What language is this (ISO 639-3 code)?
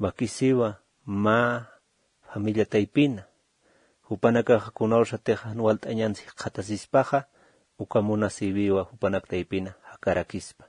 aym